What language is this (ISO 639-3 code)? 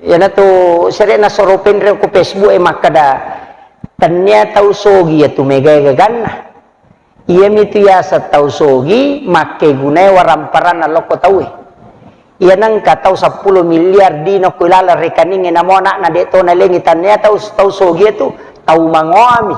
bug